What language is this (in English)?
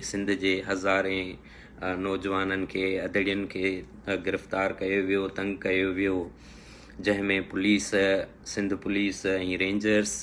Sindhi